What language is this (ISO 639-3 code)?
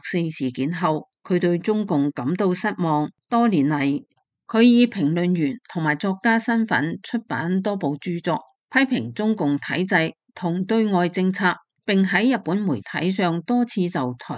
yue